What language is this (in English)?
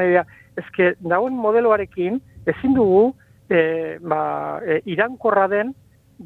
Basque